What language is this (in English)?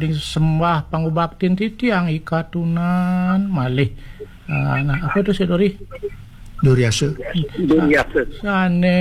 Balinese